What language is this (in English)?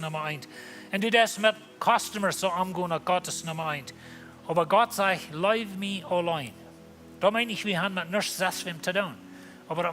Plautdietsch